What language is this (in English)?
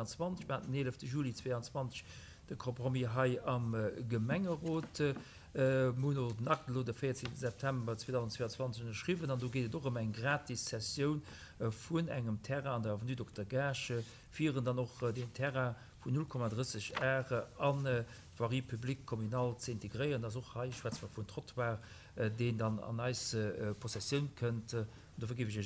Luxembourgish